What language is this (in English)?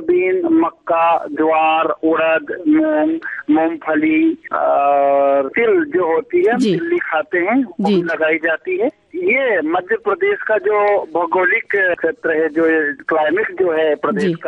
Hindi